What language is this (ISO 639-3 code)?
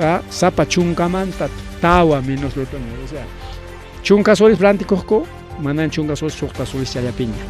quy